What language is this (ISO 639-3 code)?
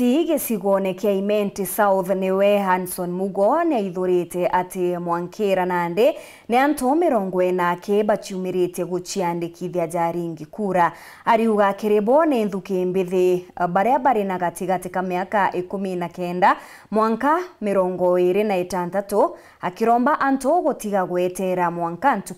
mer